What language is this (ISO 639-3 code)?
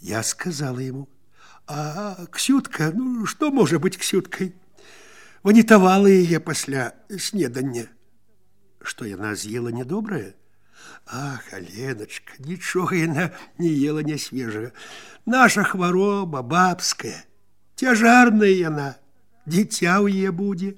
bel